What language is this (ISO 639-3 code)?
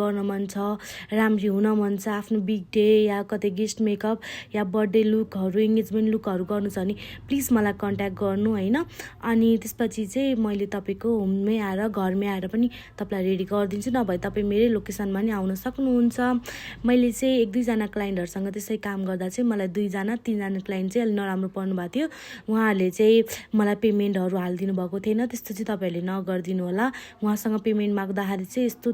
nep